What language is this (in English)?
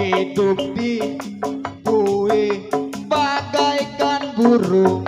Betawi